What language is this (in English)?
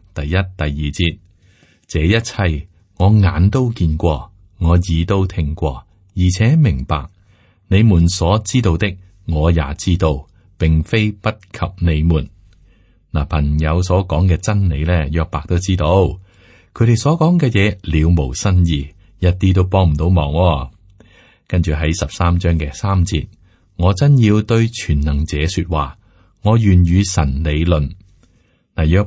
Cantonese